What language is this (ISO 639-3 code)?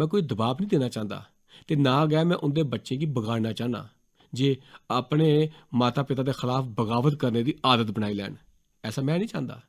doi